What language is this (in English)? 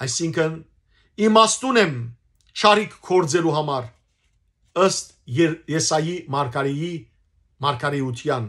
Western Armenian